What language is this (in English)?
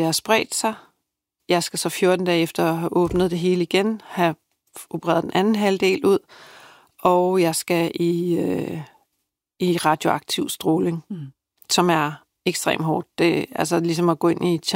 Danish